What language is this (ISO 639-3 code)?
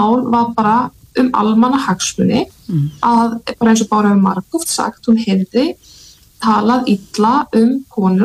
isl